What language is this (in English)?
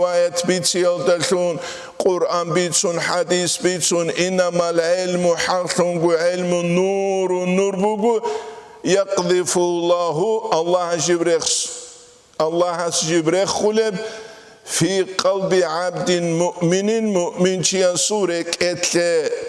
Avaric